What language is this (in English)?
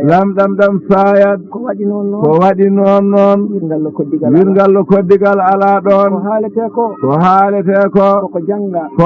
Fula